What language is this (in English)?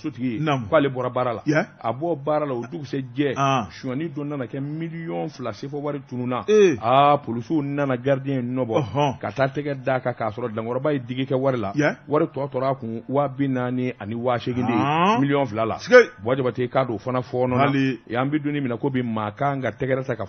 Bambara